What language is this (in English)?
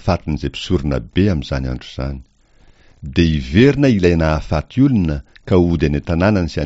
Malagasy